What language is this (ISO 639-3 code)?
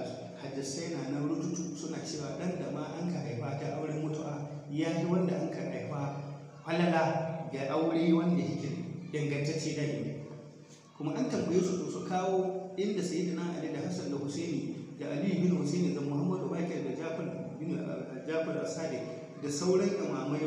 hau